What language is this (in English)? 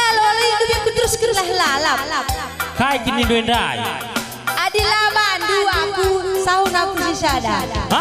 Batak Karo